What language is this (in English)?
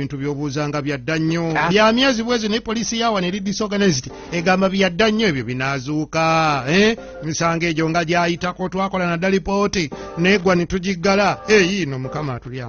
Ganda